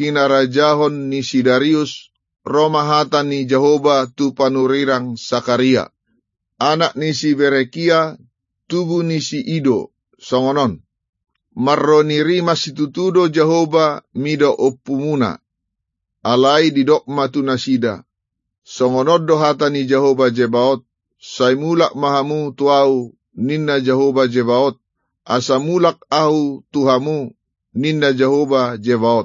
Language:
Batak Toba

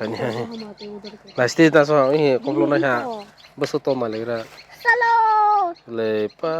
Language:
Kok Borok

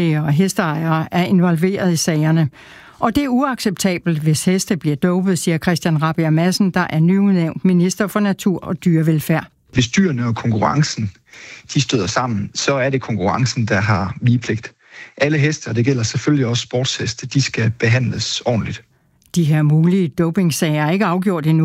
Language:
Danish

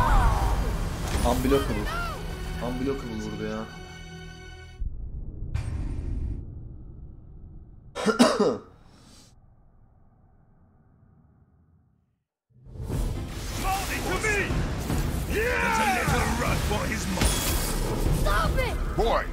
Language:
Turkish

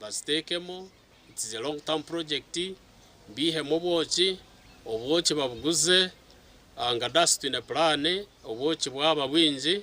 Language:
Nyankole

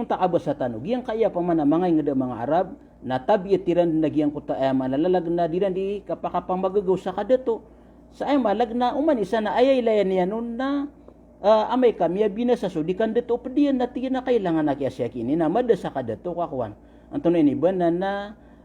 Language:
Maranao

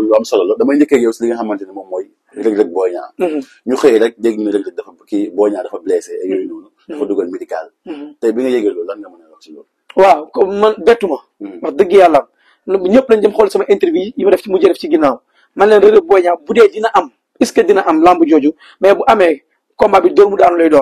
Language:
Wolof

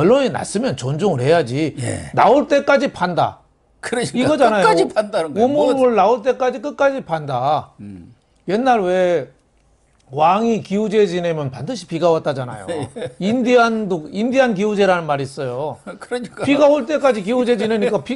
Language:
Korean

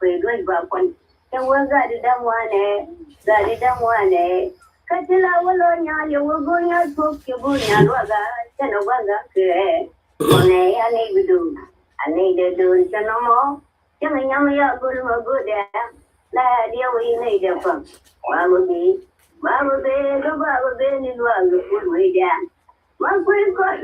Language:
Nuer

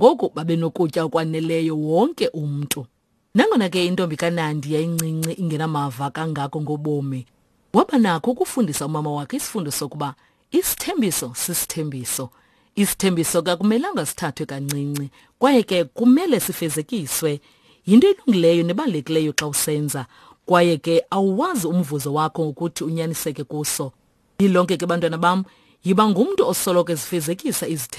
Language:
Xhosa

